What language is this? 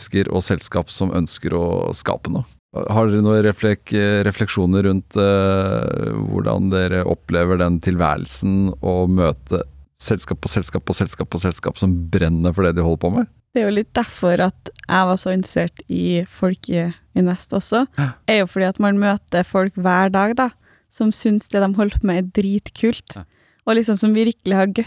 Norwegian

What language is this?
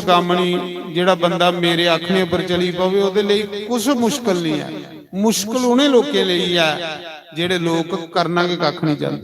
Dogri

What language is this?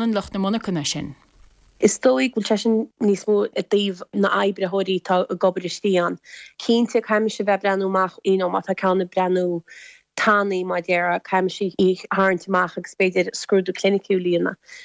Irish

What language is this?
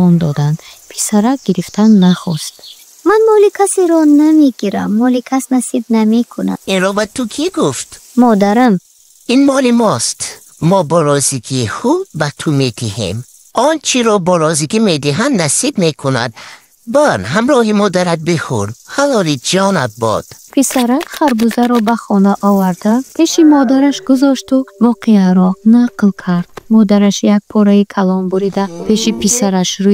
Tajik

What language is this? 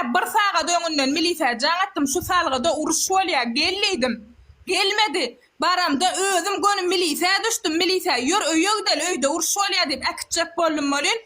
Turkmen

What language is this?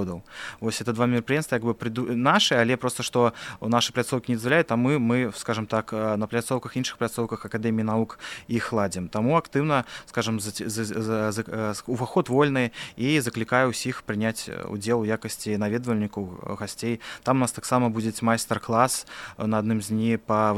Belarusian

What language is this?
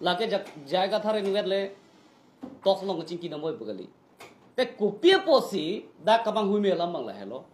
Karbi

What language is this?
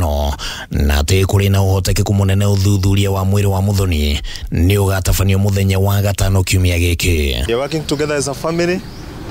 Kikuyu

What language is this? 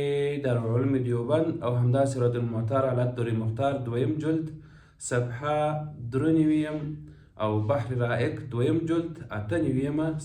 Pashto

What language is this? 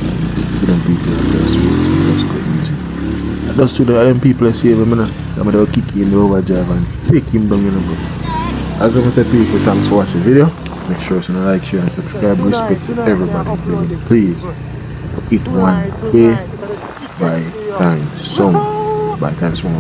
Jamaican Creole English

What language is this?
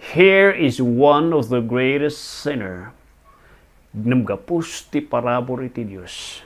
Iloko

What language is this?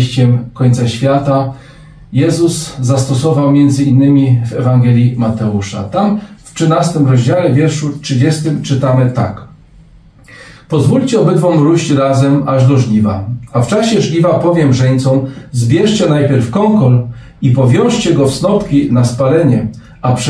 Polish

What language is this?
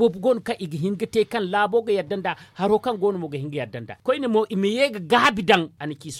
Zarma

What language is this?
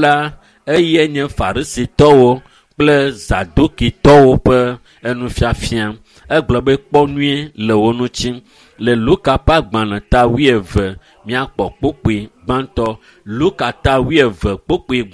Ewe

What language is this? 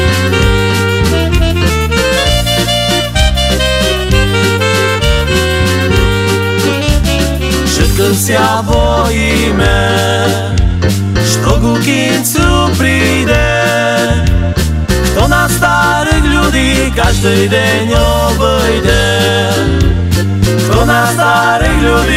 Slovak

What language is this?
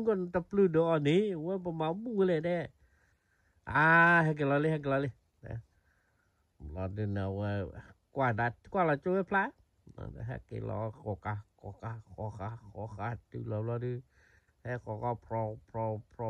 S'gaw Karen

